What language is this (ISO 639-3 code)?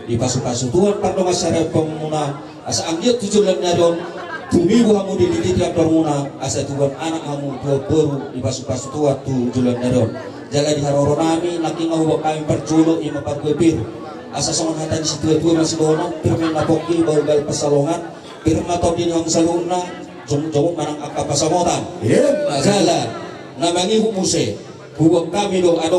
bbc